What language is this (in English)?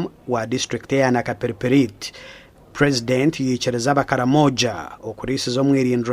Nyankole